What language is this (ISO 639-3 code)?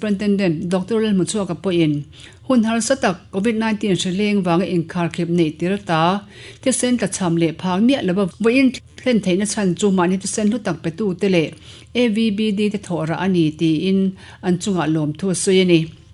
lus